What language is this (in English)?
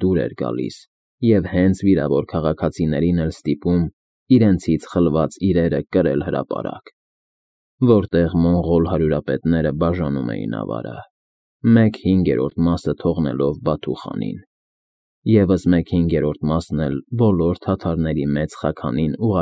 Armenian